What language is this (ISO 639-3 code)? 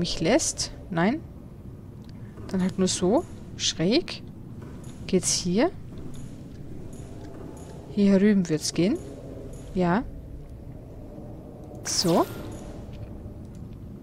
deu